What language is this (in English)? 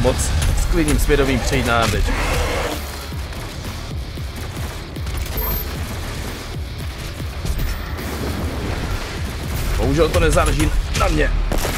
Czech